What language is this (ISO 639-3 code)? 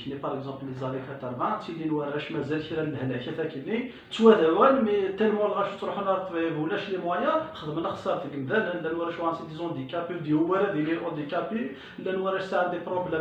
kab